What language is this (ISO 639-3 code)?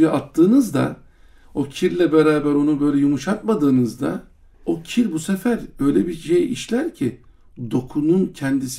tur